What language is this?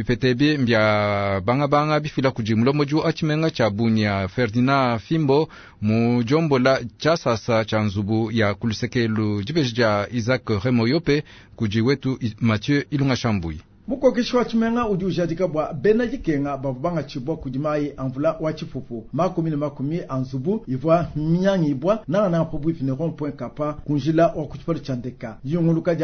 Luba-Lulua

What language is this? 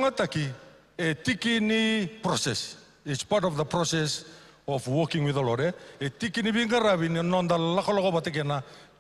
Fijian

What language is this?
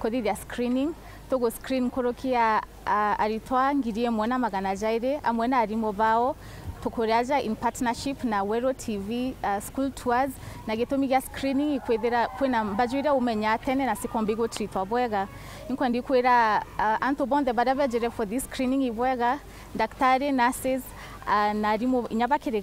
Meru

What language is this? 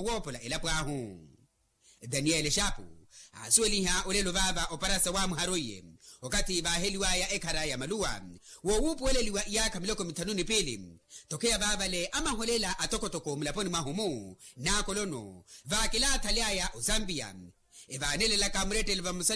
Makhuwa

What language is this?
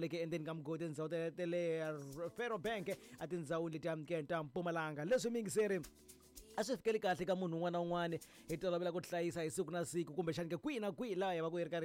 Tsonga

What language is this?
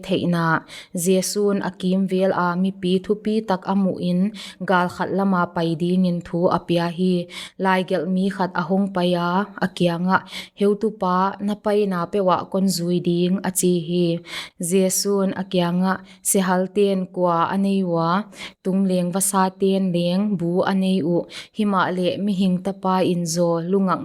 Paite Chin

